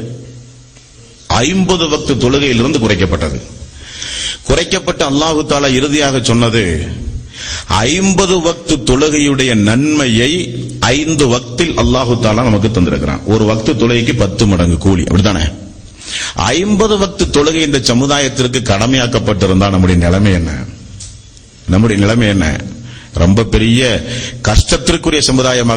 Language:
Tamil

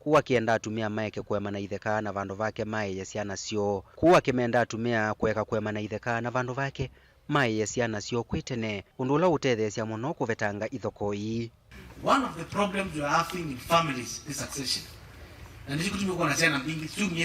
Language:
Kamba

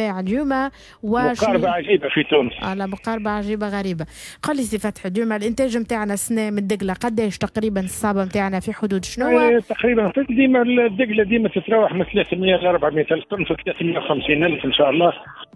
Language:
Tunisian Arabic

